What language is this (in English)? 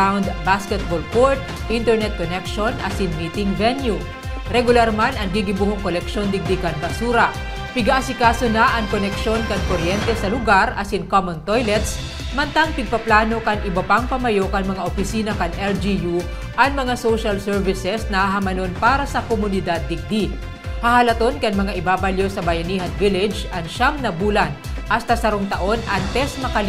Bikol